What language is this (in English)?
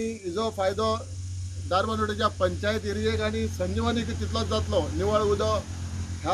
Konkani